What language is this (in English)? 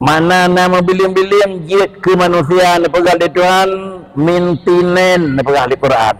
Achinese